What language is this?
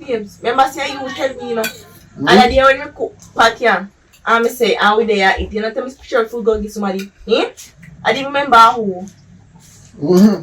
Jamaican Creole English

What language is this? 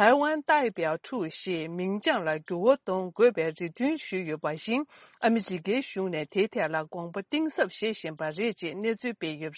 Tibetan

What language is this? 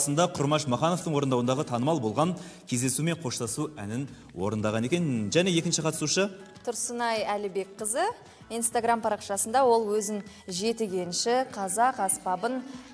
Kazakh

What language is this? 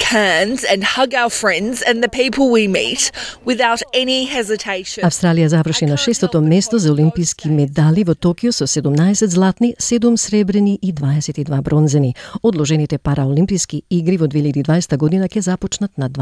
Macedonian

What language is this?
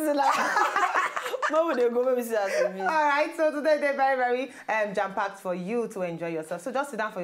Nigerian Pidgin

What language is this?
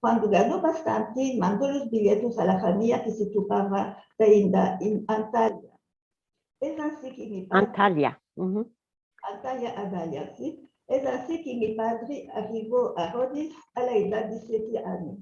Ladino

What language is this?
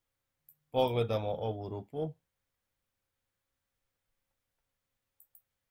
Croatian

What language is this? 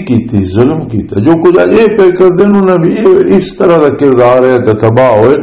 Western Panjabi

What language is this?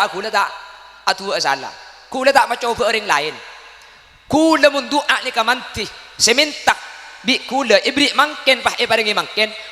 Madurese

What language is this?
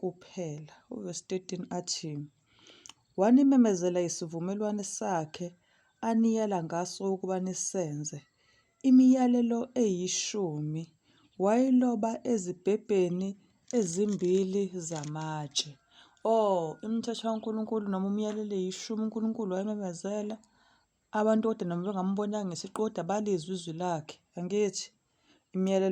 Zulu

